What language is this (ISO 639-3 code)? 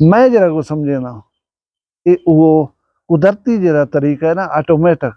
skr